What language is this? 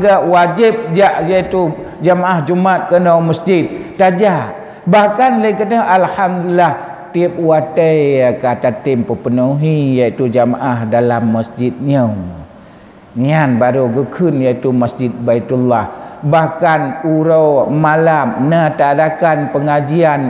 Achinese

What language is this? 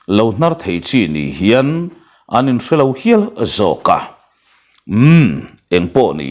Mizo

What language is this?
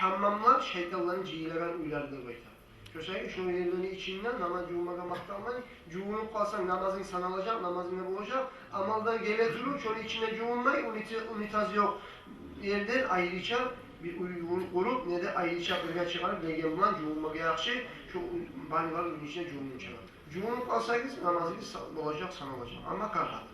Kumyk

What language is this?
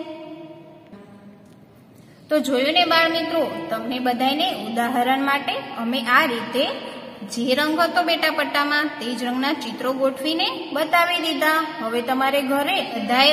Gujarati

